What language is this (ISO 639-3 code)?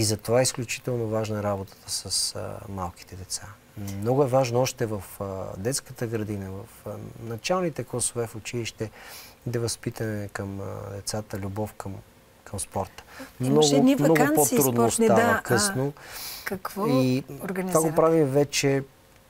bul